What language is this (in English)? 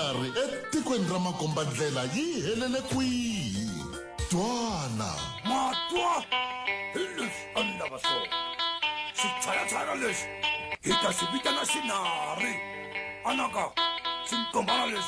Tsonga